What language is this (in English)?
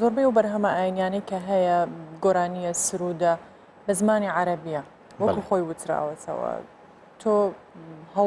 Central Kurdish